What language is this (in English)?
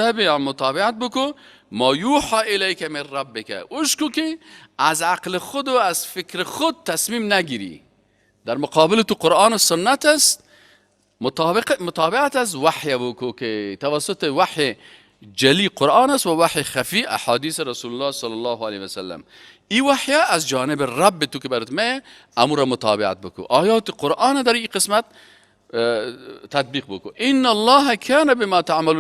Persian